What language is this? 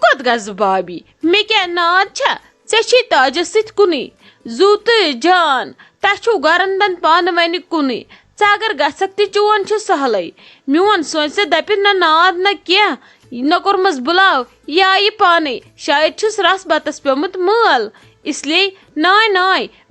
Kashmiri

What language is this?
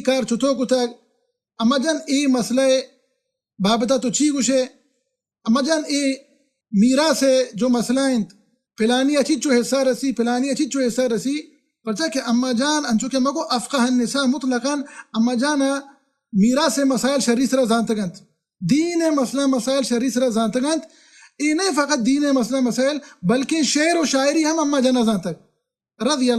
Baluchi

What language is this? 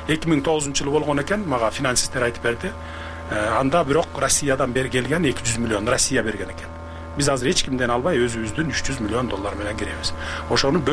Kyrgyz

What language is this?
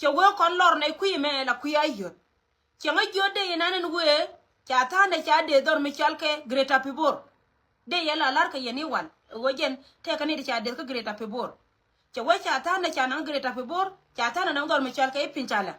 Nuer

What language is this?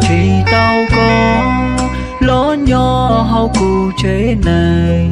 Hmong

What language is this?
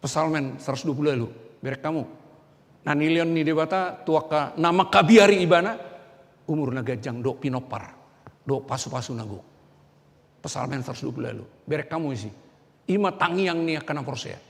Batak Toba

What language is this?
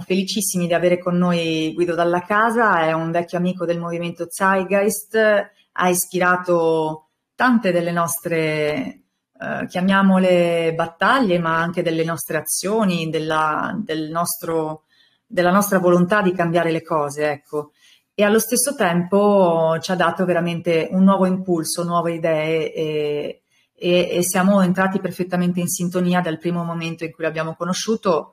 Italian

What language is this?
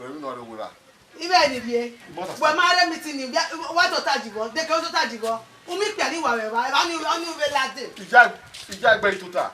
Bini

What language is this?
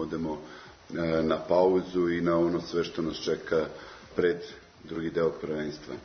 Serbian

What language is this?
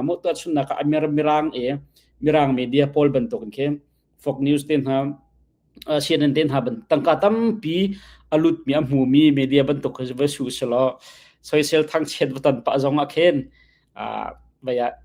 Hakha Chin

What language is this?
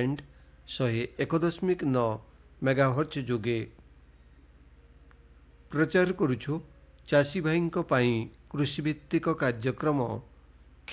Odia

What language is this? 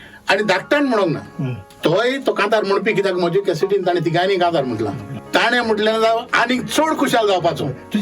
Konkani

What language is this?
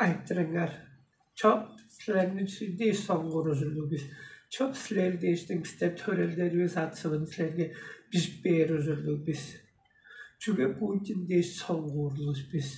Tuvinian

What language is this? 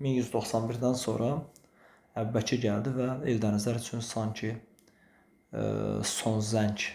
Azerbaijani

